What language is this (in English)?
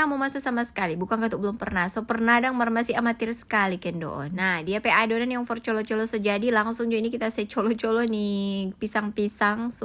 Manado Malay